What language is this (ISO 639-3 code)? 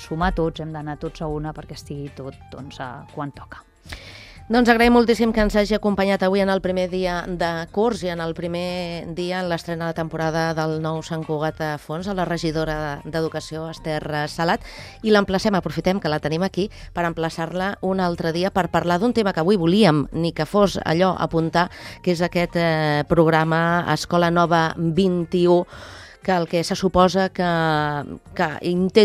cat